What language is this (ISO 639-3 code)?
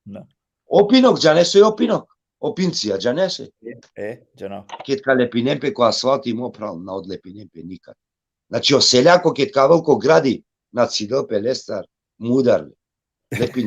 rmn